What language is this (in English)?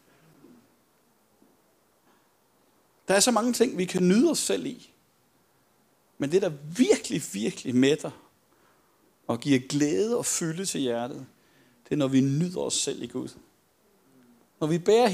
Danish